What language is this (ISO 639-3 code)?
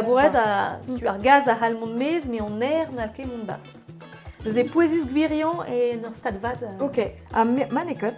bre